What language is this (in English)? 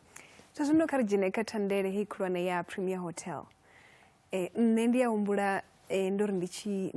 Venda